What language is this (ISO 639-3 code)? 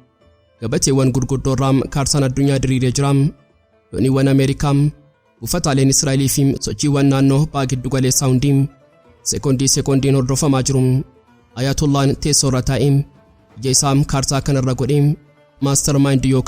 orm